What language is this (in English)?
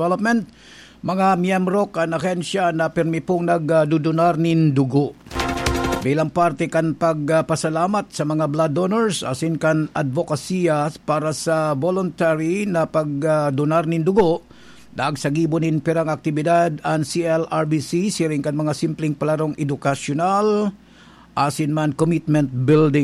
Bikol